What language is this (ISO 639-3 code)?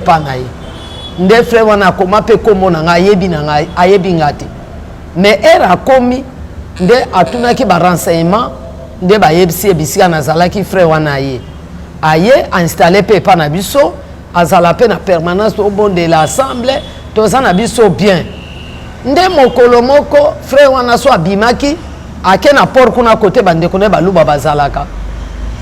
lin